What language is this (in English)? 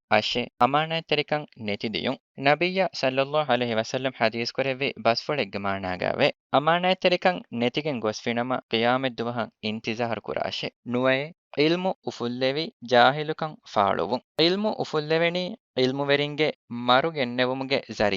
Divehi